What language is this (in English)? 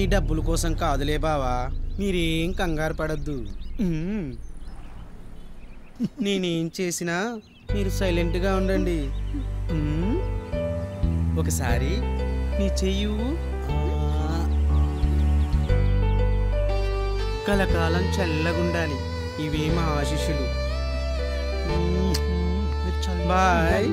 Telugu